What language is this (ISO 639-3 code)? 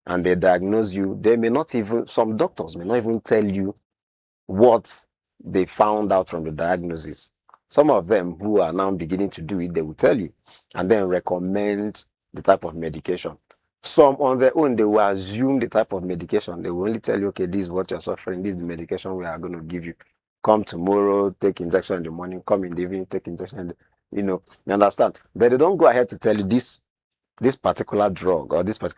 pcm